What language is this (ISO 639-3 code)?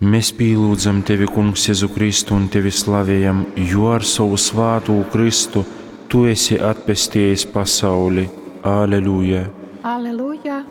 ltg